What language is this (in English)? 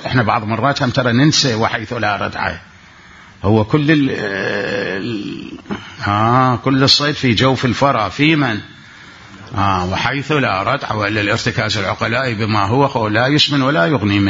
Mesopotamian Arabic